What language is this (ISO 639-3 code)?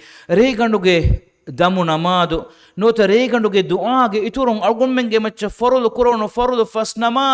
div